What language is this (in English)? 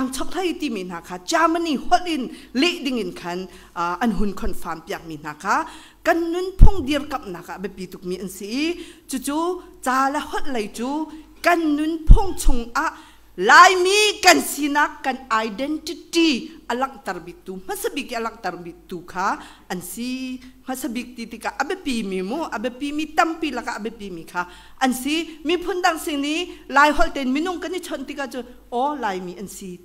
Hakha Chin